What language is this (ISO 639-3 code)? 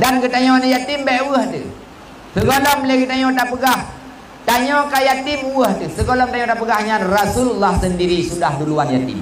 ace